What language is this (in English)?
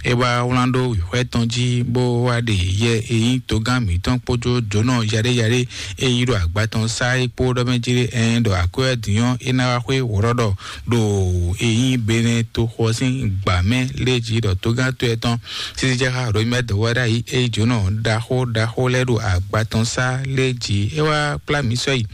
Fon